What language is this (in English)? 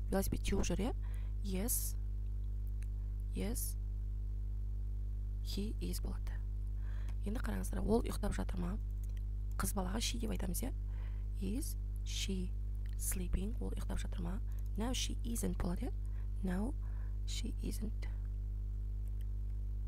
Kazakh